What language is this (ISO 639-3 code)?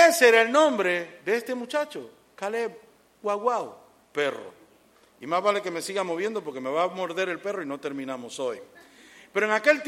spa